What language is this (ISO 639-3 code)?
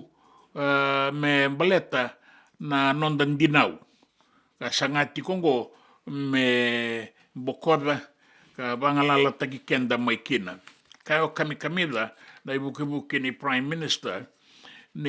fij